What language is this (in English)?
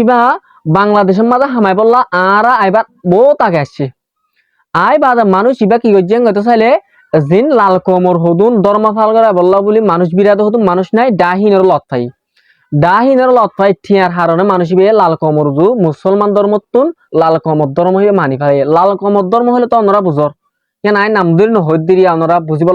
Rohingya